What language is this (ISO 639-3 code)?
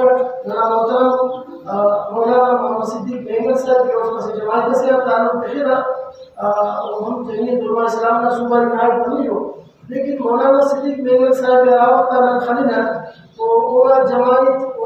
brh